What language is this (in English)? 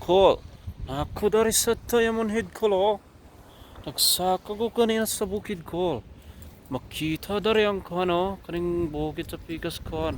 Cebuano